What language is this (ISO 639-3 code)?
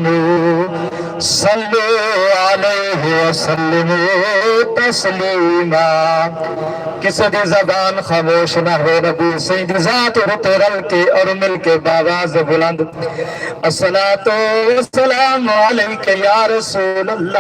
skr